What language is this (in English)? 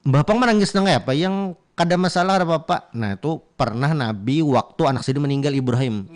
Banjar